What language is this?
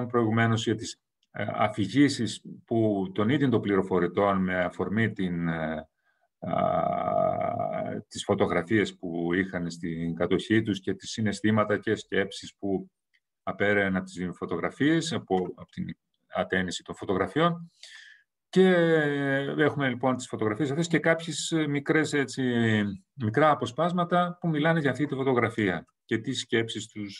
Greek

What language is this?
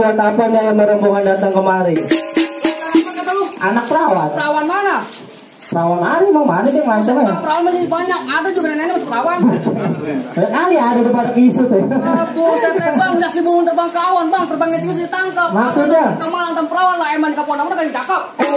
Betawi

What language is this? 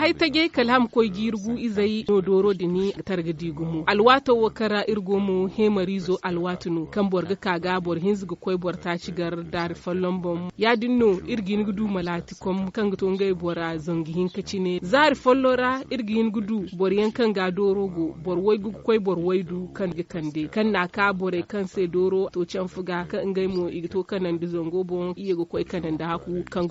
Zarma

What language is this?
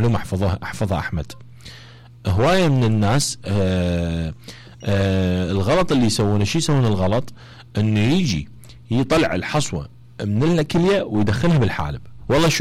Mesopotamian Arabic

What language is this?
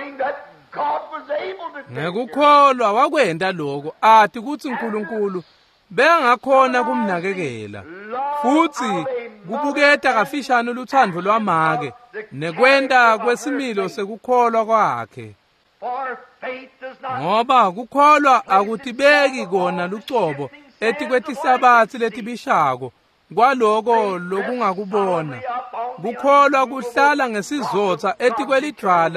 Swati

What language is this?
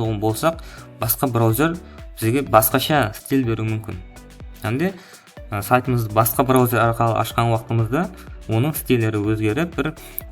Kara-Kalpak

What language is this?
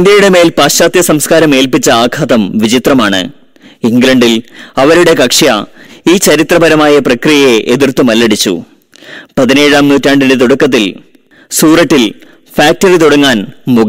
Malayalam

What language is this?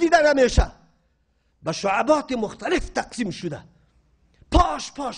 Persian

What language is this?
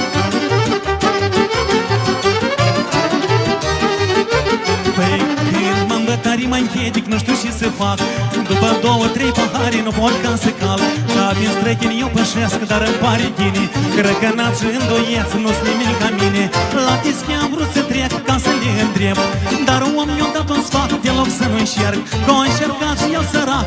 Romanian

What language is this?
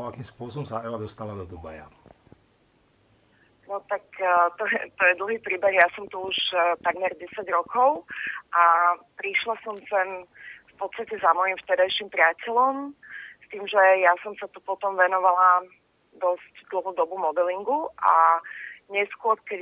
Slovak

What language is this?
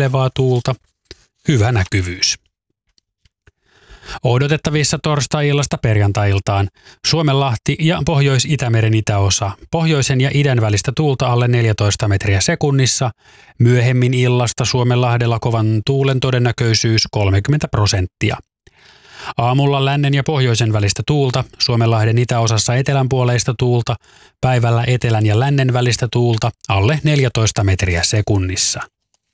Finnish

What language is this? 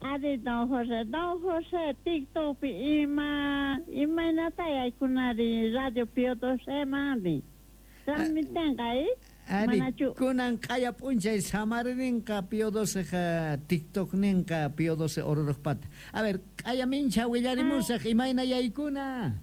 South Bolivian Quechua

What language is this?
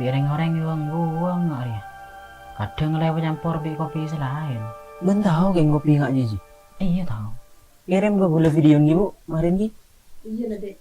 Madurese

